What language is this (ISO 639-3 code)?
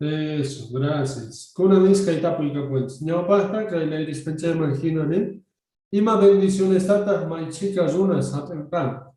que